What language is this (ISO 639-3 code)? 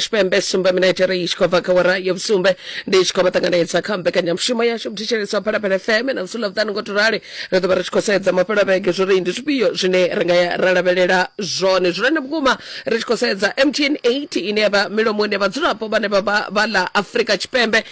ven